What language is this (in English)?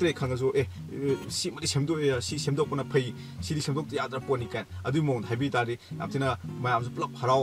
Manipuri